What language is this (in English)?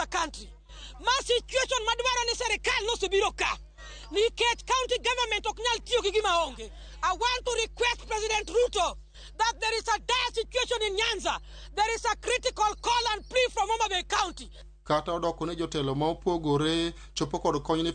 Luo (Kenya and Tanzania)